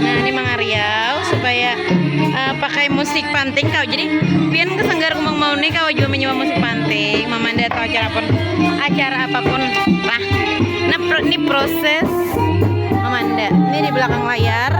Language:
Banjar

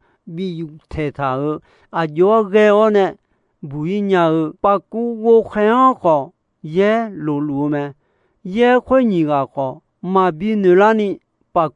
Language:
Akha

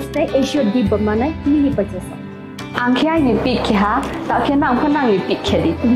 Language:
Kok Borok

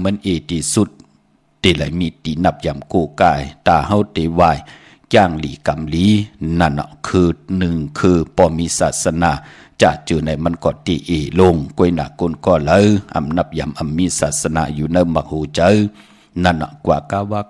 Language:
Shan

